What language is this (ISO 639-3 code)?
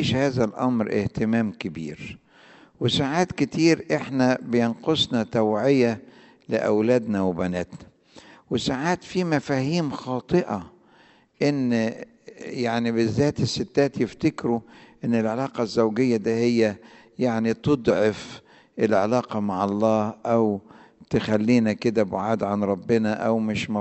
arz